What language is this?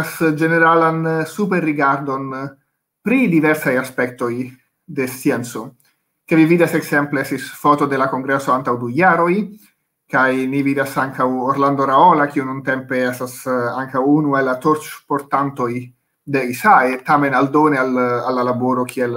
Esperanto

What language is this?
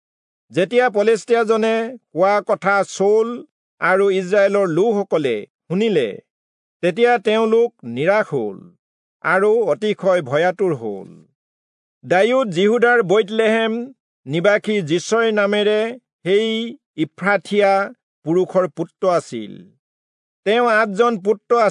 Assamese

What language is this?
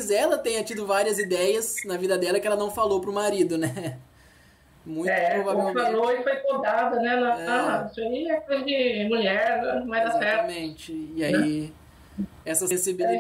Portuguese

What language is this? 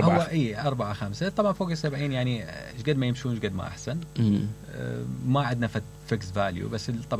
Mesopotamian Arabic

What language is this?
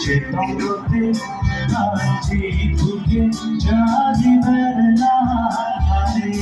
Karbi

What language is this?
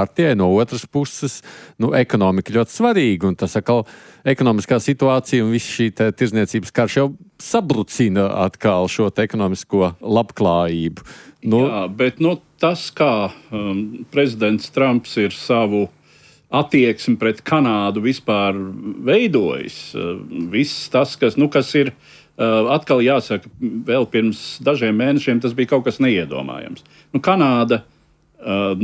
Latvian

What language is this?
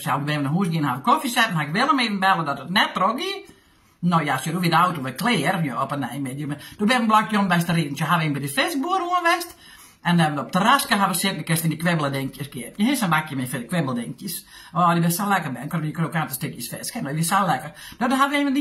Western Frisian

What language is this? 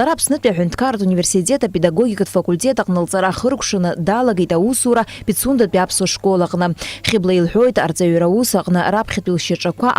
Abkhazian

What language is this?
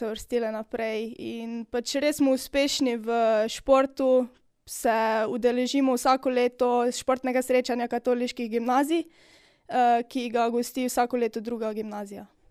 Slovenian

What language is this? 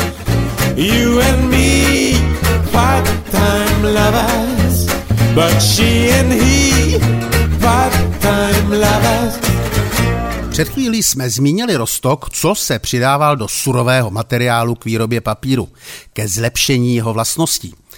Czech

